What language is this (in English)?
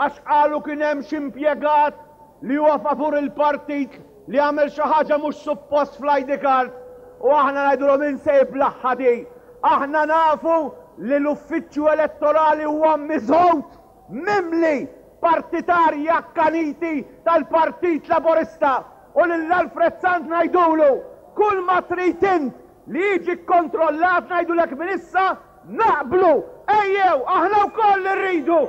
Maltese